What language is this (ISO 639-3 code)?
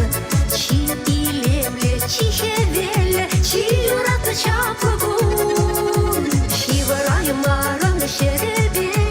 chv